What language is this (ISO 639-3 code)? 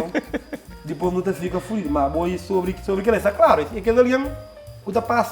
kea